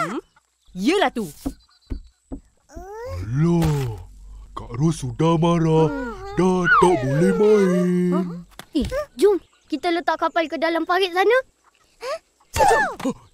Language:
Malay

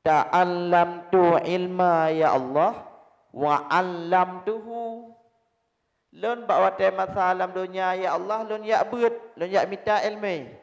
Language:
Achinese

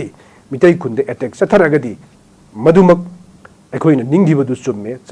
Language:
Manipuri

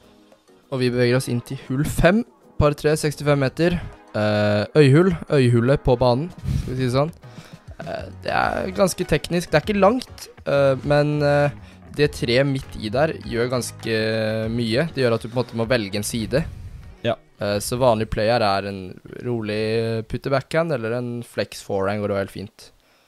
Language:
Norwegian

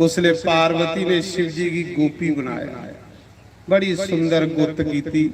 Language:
Dogri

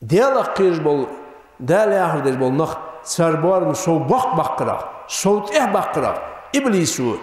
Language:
Ingush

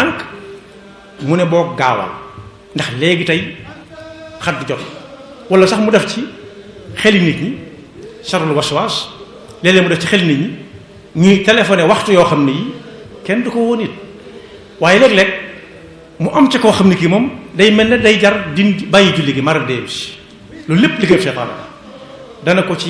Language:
Wolof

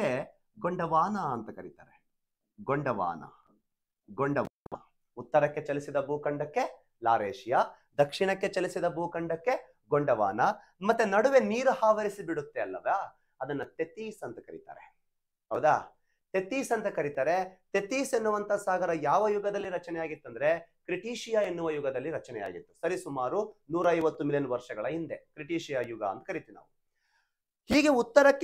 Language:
Kannada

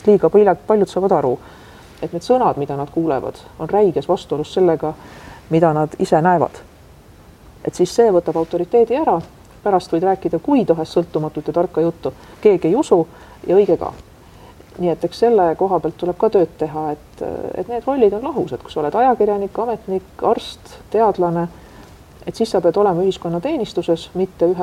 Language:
Estonian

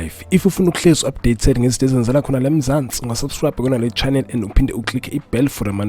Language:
Zulu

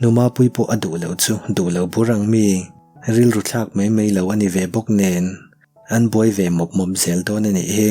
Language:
Mizo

